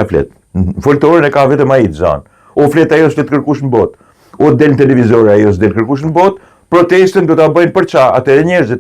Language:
Albanian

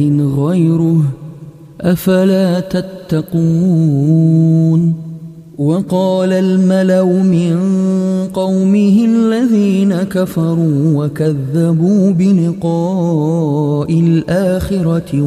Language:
Arabic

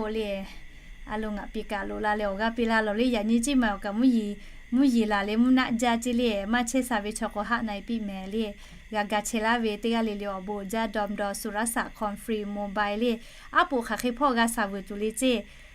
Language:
Lahu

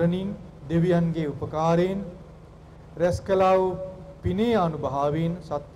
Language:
Sinhala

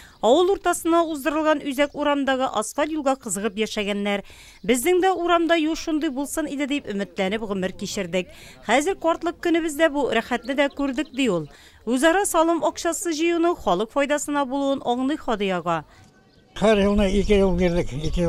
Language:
Tatar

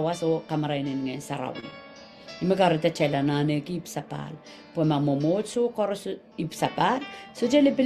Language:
Pohnpeian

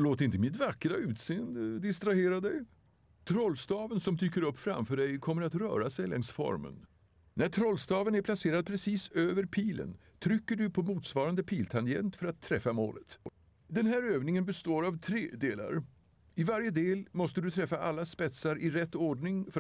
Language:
Swedish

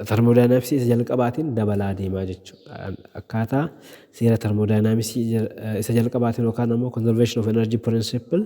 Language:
Oromo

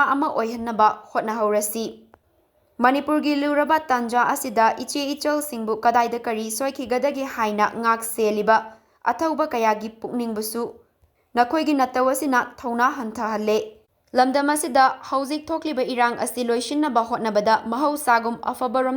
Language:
Manipuri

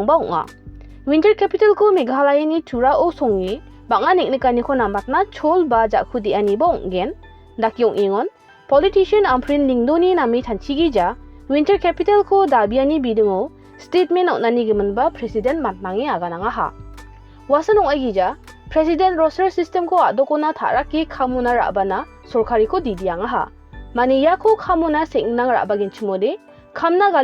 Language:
Garo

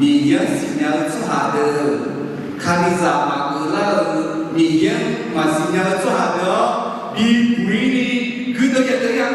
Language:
Akha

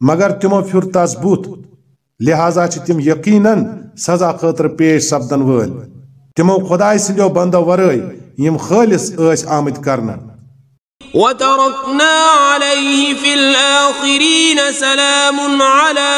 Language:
Kashmiri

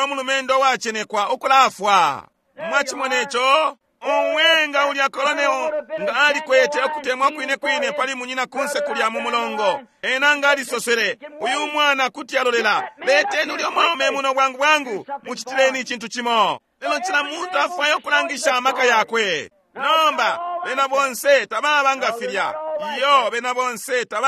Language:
Bemba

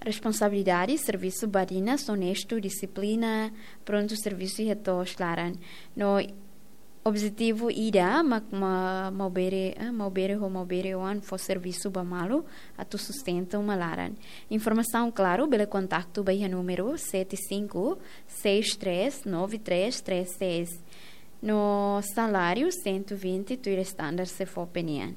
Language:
Tetum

